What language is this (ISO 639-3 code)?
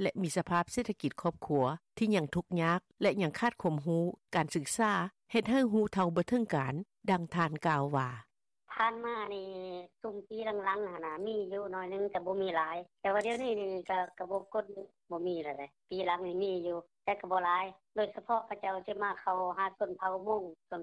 lao